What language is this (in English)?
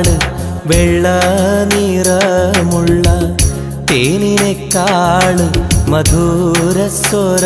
Malayalam